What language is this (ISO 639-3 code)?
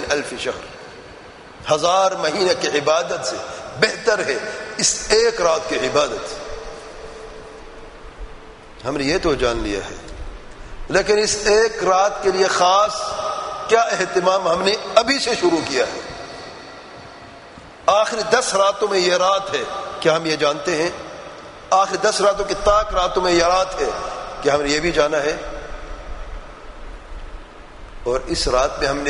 urd